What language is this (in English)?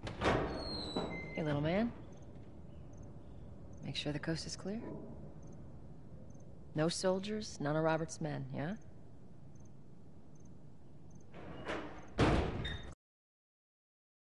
English